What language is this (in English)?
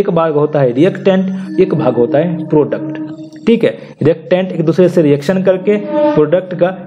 Hindi